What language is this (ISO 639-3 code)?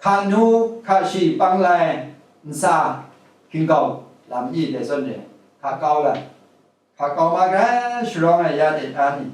kac